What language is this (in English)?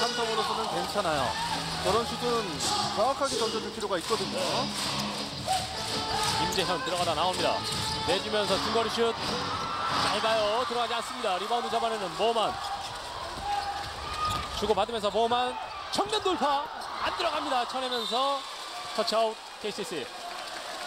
Korean